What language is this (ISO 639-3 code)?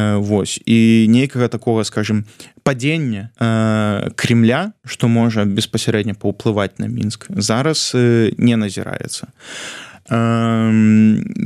bel